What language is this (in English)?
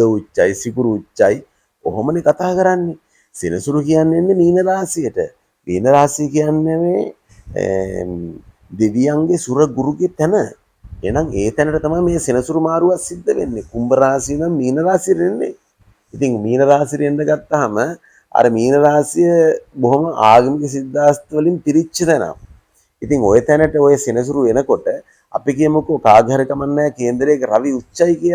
Sinhala